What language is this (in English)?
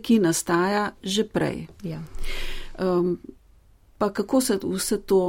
Slovenian